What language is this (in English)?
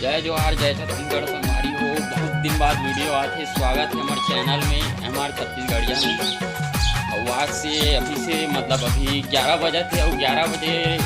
Chhattisgarhi